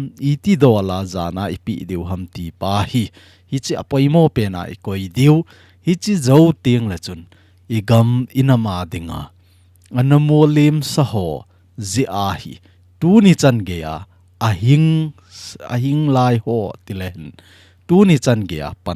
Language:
Thado Chin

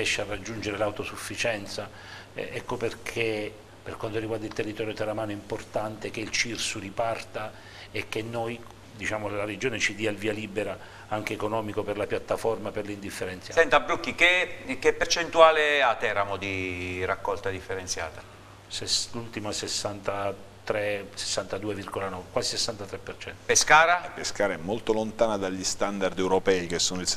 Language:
Italian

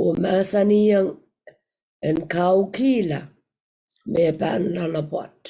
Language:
Pohnpeian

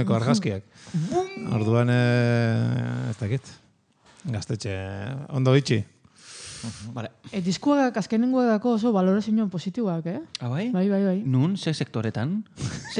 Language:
Basque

